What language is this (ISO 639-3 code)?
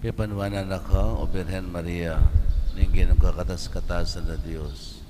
pam